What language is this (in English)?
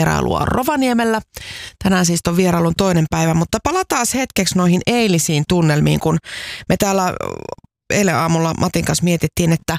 Finnish